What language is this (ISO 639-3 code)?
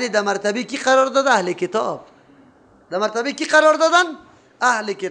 fas